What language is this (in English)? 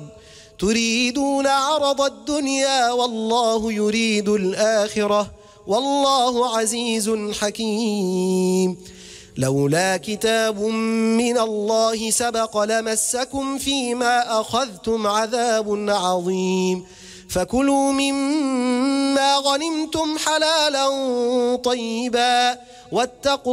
Arabic